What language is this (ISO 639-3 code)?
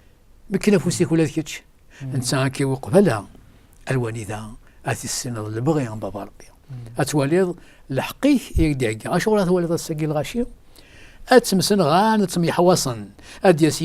kab